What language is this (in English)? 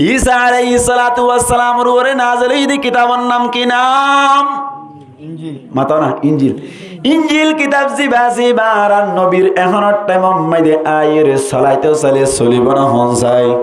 Rohingya